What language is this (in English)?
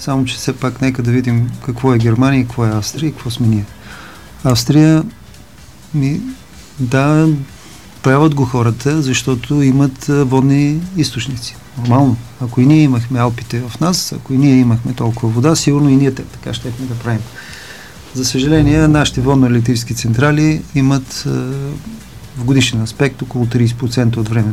Bulgarian